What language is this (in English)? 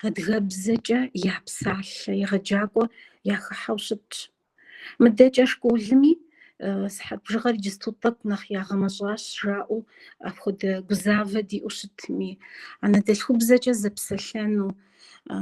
Kabardian